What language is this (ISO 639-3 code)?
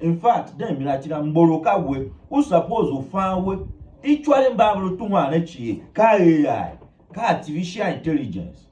tiv